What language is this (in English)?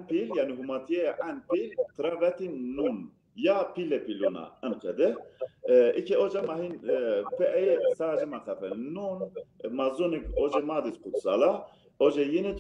Zaza